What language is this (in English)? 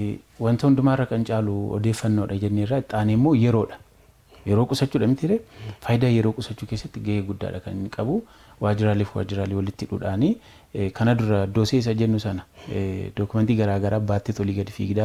Oromo